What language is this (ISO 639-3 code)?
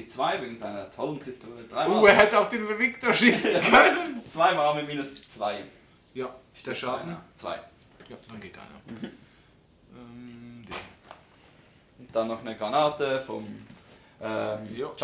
gsw